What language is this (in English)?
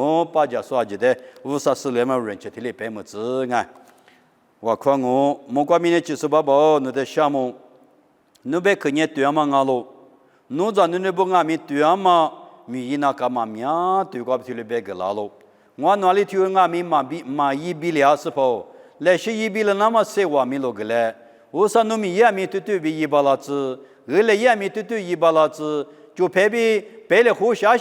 Lisu